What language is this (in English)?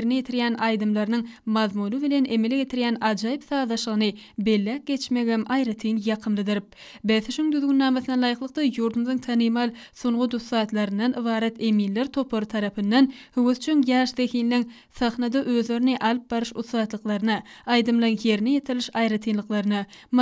Turkmen